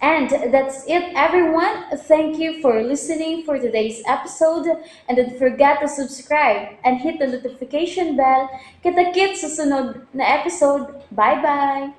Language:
Cebuano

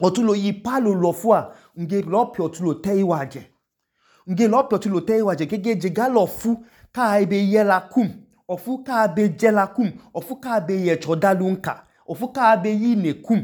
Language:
Idoma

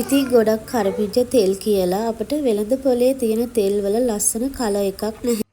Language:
Sinhala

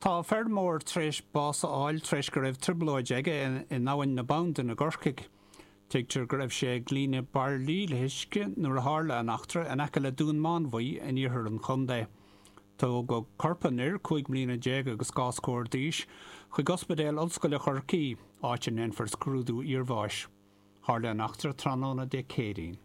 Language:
Irish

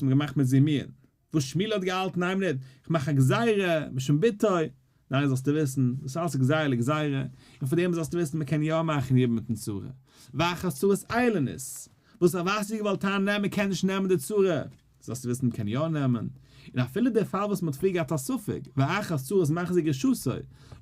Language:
Yiddish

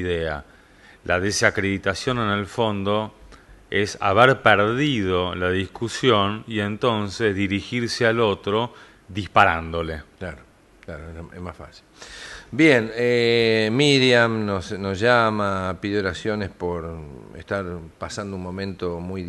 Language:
Spanish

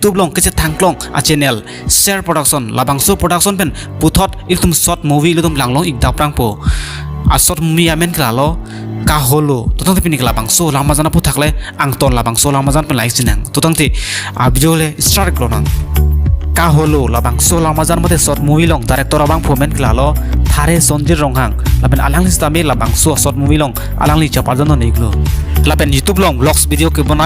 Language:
Karbi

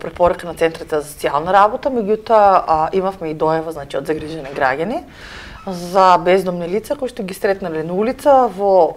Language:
Macedonian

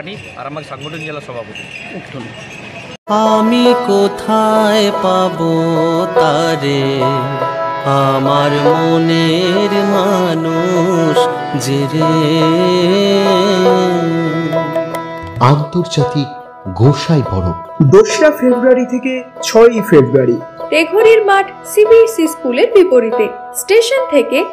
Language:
Bangla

